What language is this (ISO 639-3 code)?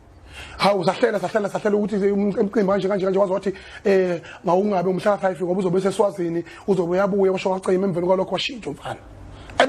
zul